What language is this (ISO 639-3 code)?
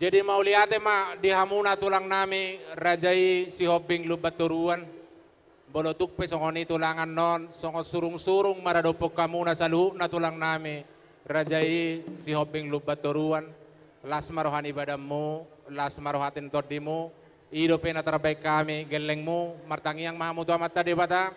bbc